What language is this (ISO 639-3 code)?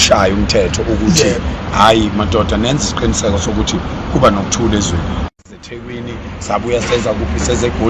zul